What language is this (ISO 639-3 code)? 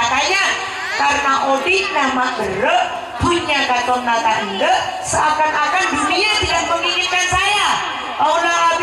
mad